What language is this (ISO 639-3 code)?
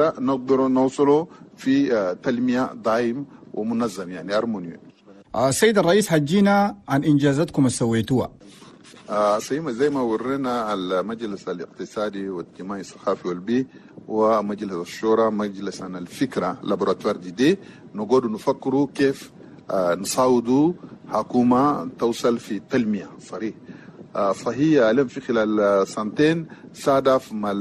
shu